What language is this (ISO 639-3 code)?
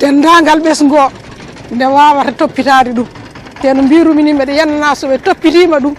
ful